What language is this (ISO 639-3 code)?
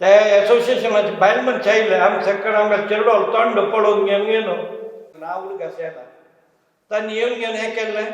kok